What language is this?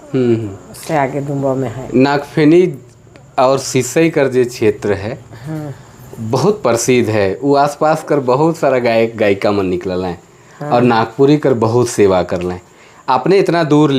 Sadri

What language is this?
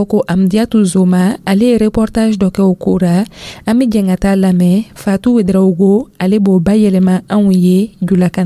Dyula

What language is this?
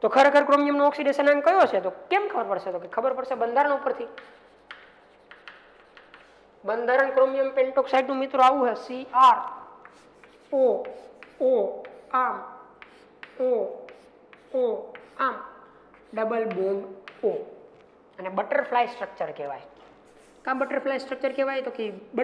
Gujarati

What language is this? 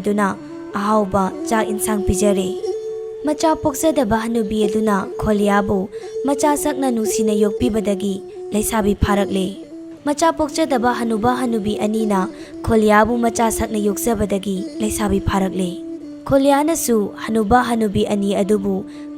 Manipuri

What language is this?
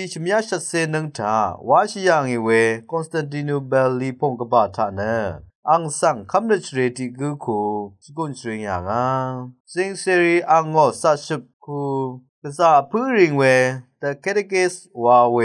Rawang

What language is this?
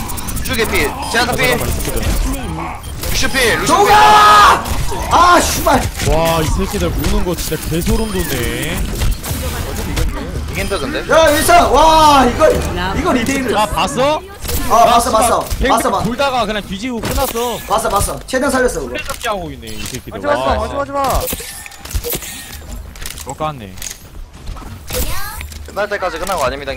Korean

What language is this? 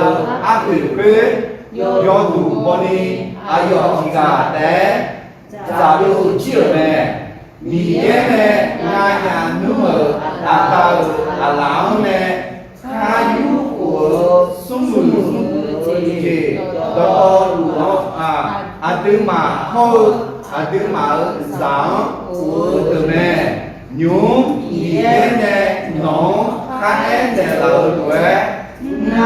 Akha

